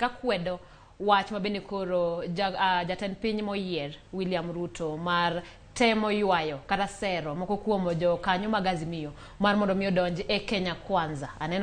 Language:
Luo (Kenya and Tanzania)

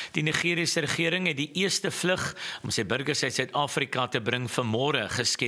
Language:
Afrikaans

